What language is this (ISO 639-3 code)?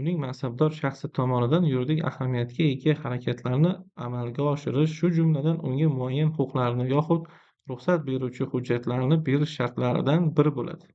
uzb